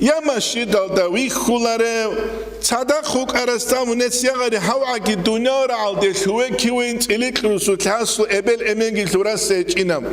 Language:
Avaric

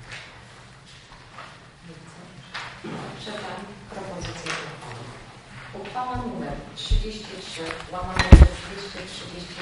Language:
Polish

